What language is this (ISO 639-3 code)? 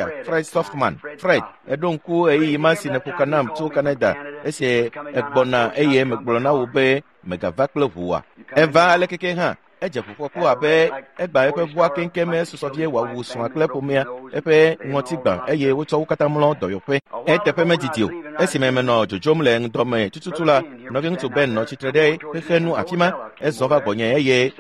ewe